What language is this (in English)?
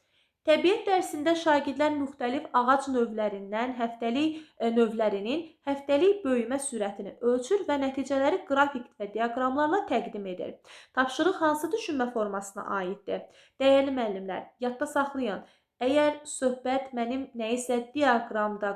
Azerbaijani